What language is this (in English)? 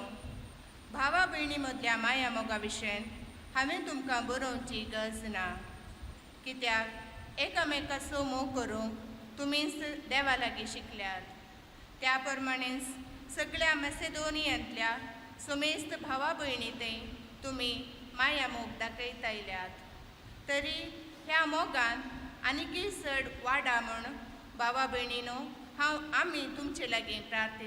Konkani